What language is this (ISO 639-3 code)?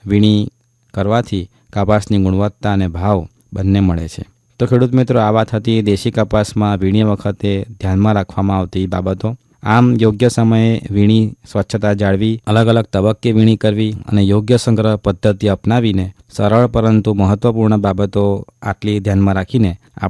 guj